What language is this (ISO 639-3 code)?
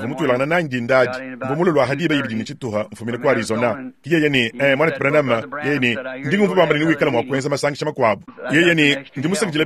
lua